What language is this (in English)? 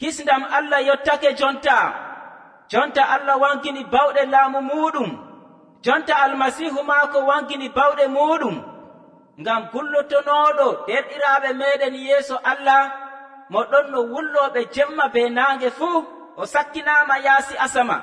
Nigerian Fulfulde